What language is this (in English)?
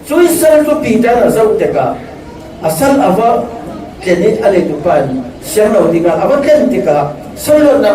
Falam Chin